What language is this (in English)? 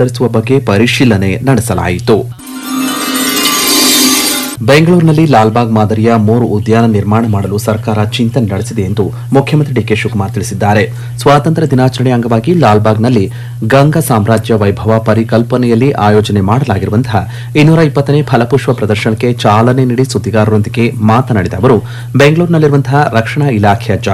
Kannada